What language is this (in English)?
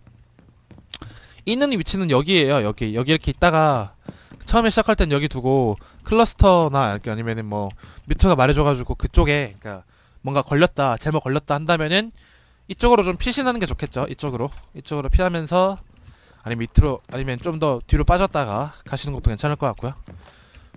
Korean